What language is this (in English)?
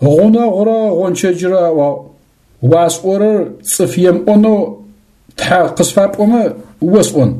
Adyghe